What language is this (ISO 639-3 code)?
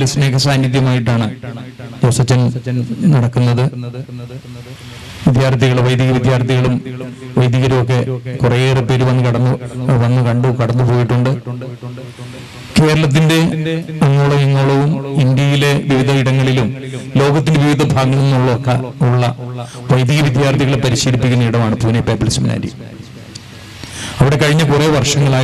mal